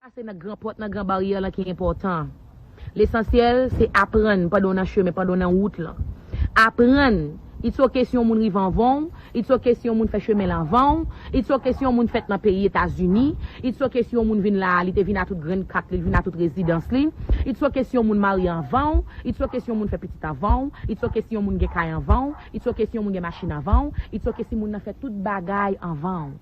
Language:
Haitian Creole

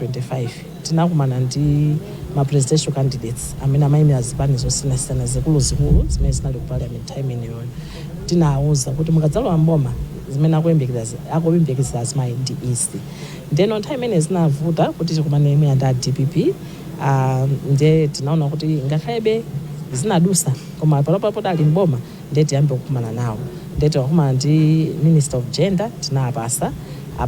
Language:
Nyanja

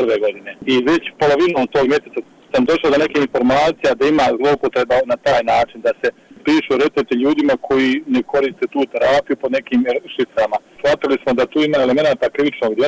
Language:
Bosnian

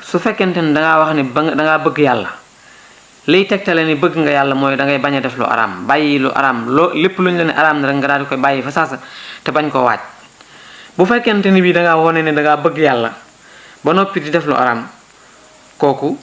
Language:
Wolof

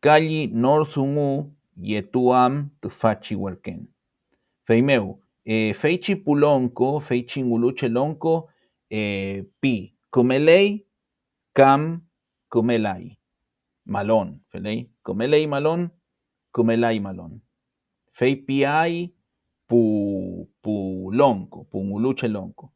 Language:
Mapuche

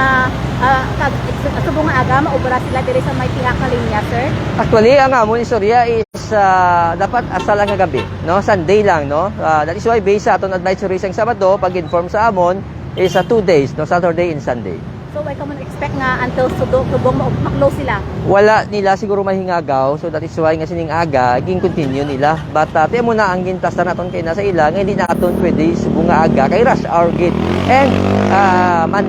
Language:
Hiligaynon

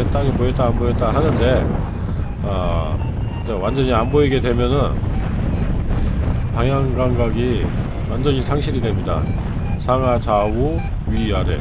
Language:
Korean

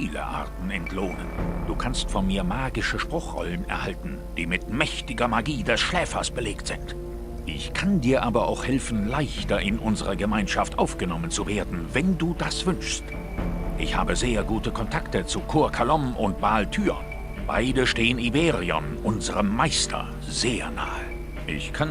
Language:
Bavarian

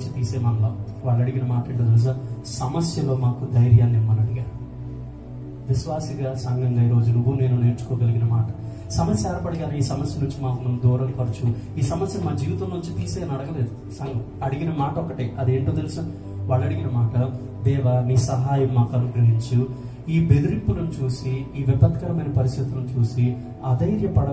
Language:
Telugu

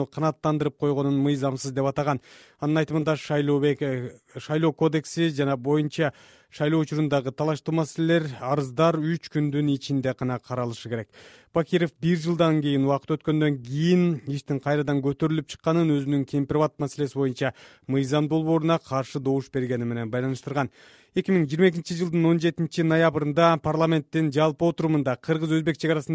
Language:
Kyrgyz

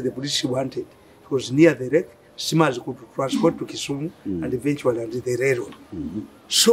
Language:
English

